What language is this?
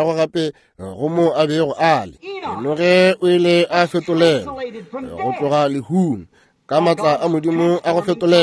Northern Sotho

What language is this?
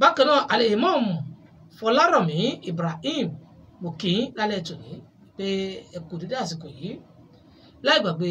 Yoruba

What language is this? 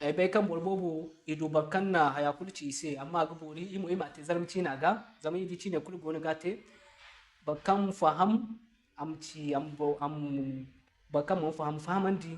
Zarma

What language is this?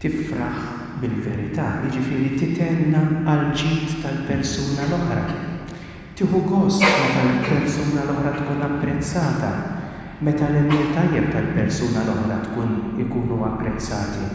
Maltese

